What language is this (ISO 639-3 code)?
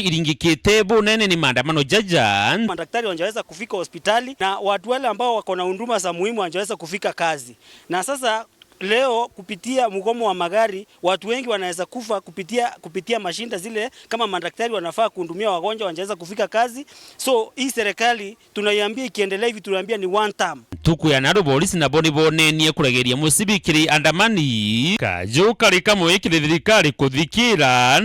mer